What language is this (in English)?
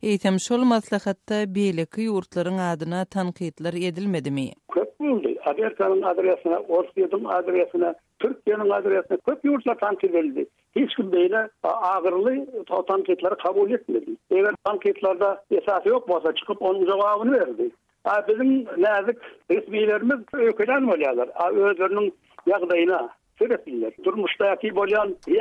Turkmen